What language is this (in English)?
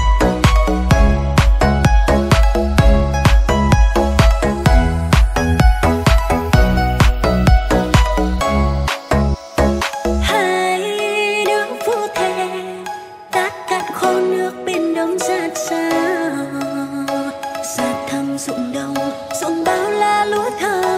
Vietnamese